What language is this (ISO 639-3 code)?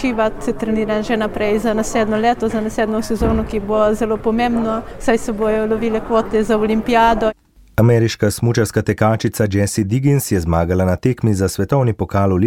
slv